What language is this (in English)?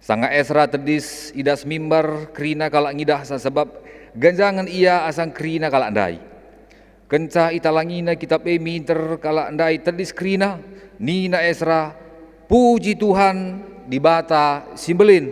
Batak Karo